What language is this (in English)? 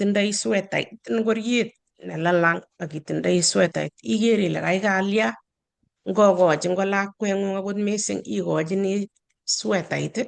Kalenjin